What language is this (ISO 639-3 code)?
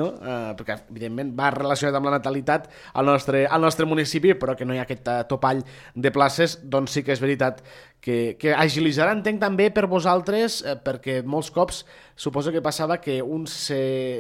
cat